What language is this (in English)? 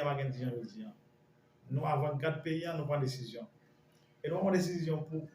Haitian Creole